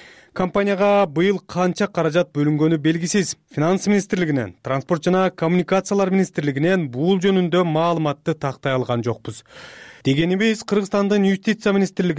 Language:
Kyrgyz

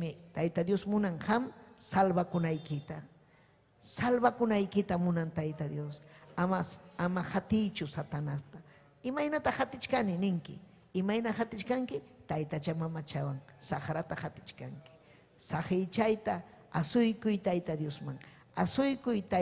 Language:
Ayacucho Quechua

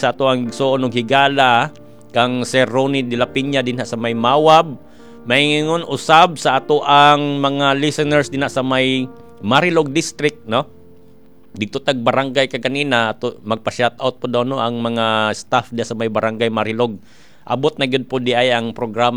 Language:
Cebuano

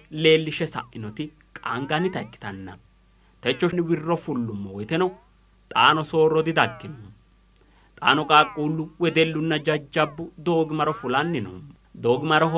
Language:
Sidamo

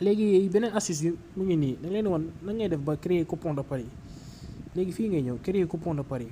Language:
Wolof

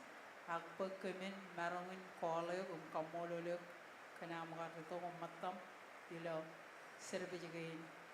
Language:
Marshallese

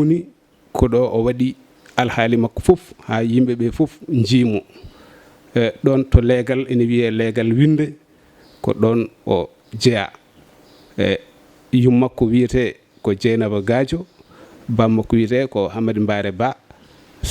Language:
Fula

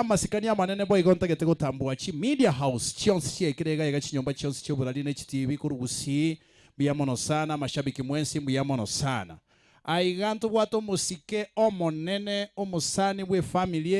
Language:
Gusii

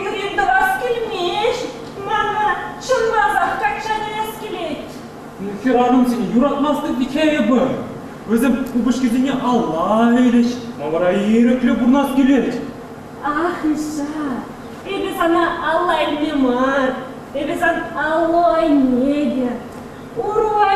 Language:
Chuvash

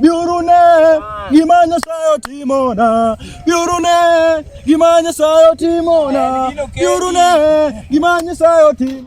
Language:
Luo (Kenya and Tanzania)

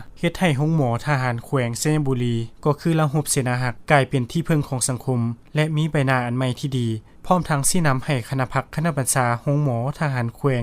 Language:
Lao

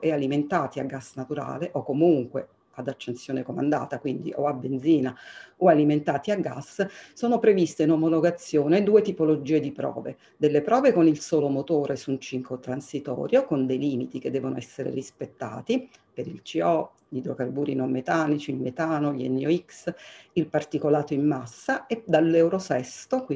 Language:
Italian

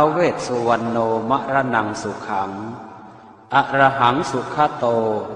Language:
Pali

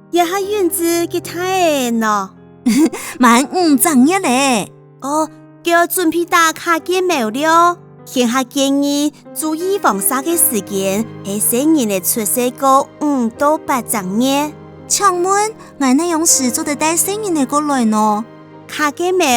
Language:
Hakka Chinese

